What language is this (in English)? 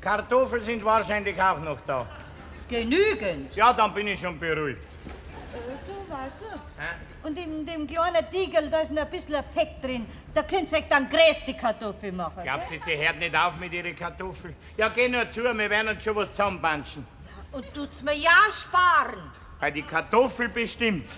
Bavarian